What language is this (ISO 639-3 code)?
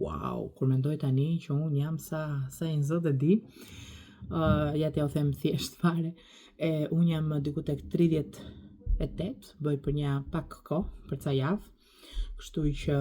sqi